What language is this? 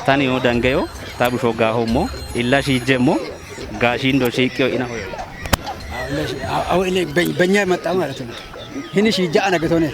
Kafa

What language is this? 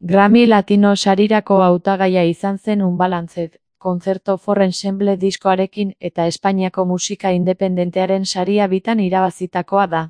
Basque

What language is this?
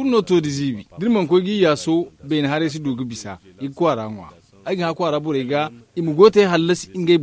Zarma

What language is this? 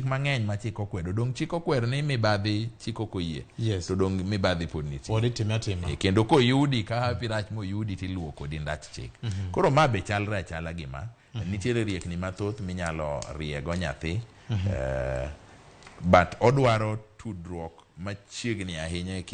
Luo (Kenya and Tanzania)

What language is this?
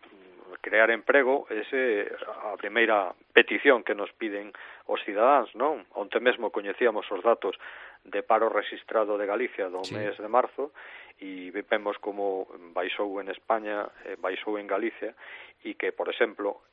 Galician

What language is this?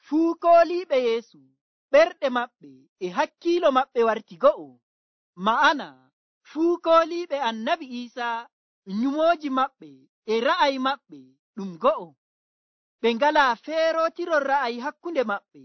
Nigerian Fulfulde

